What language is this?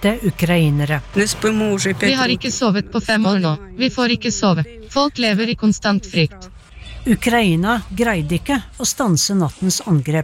Norwegian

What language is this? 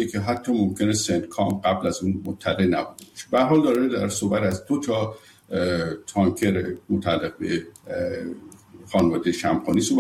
Persian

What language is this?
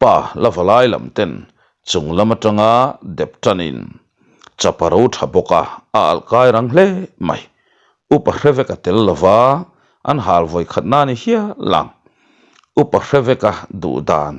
Mizo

